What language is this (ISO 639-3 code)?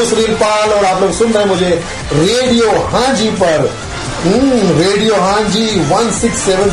hin